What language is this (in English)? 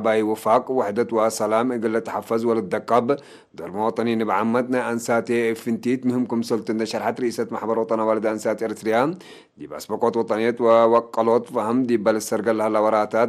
Tigre